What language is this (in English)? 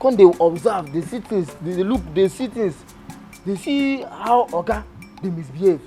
Nigerian Pidgin